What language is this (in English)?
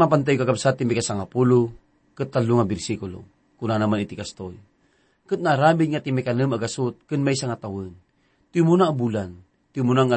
Iloko